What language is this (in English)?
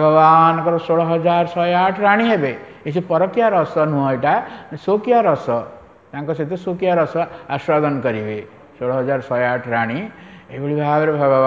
Odia